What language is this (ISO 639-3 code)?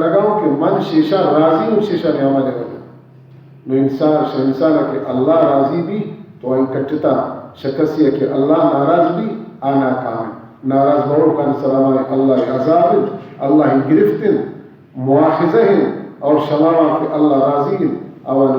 bal